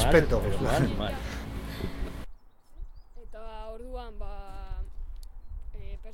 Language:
Basque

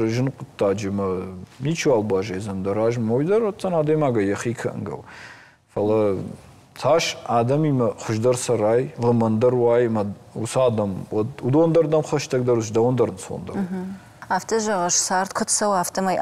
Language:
Ossetic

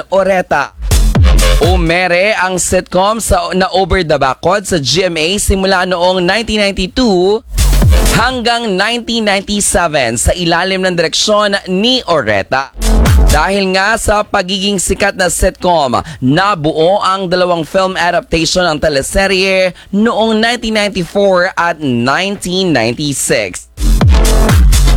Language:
Filipino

